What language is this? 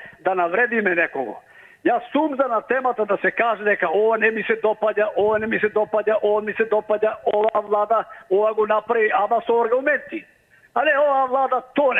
Macedonian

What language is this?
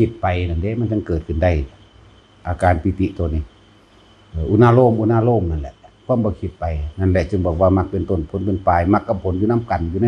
Lao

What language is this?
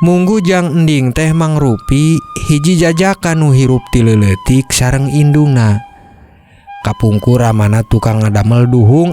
Sundanese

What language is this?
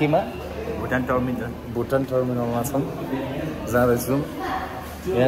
Nepali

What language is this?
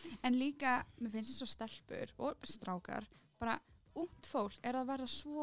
Icelandic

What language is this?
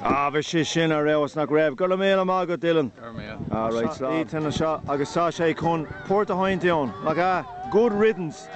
Irish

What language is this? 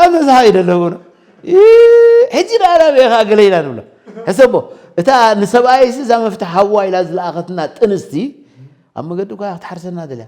Tigrinya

